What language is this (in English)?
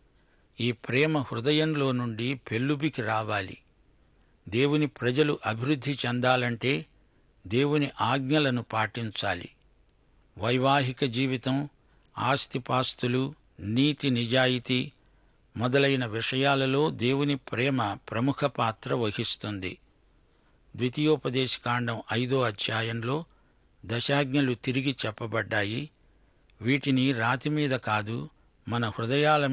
Telugu